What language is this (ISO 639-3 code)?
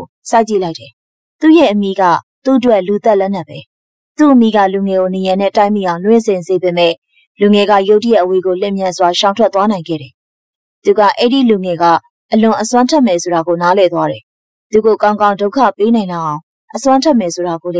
mya